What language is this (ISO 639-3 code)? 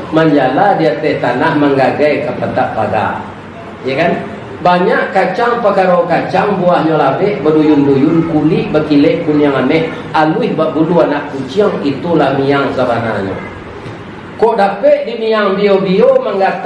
min